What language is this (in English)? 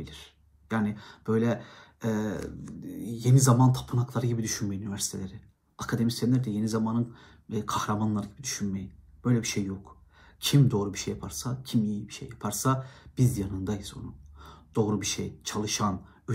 Turkish